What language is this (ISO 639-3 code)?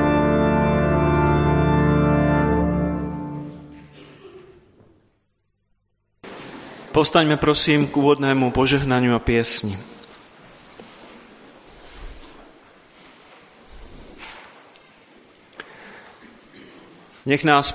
slk